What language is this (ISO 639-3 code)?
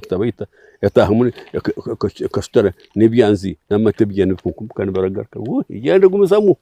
nyn